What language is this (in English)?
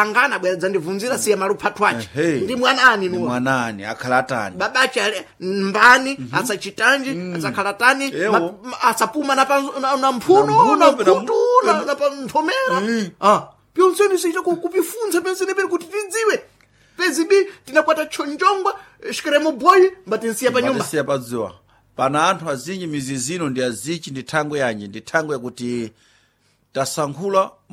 Sena